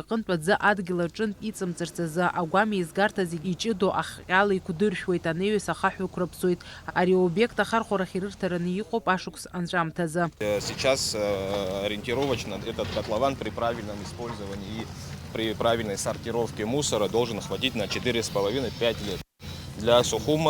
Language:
Abkhazian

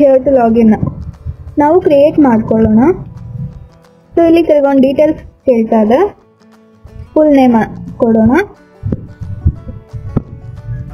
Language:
Kannada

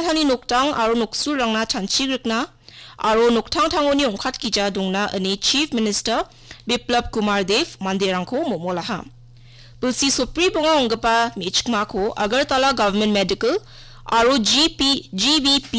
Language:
Garo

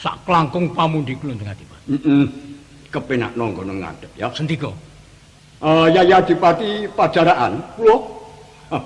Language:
Javanese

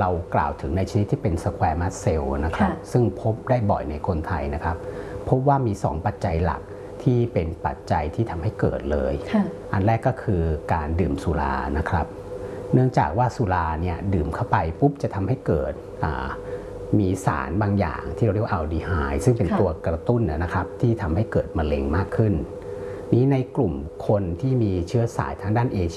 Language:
Thai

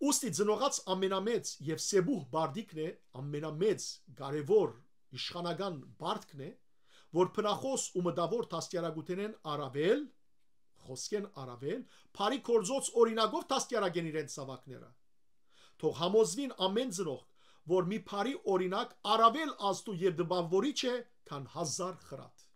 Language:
Western Armenian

